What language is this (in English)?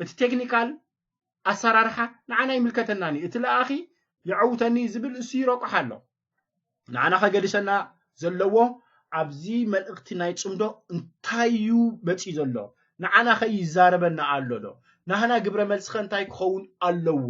Tigrinya